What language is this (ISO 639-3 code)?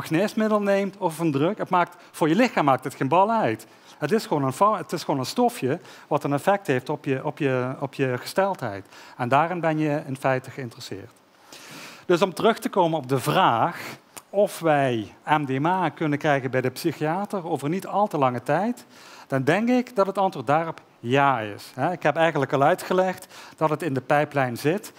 nld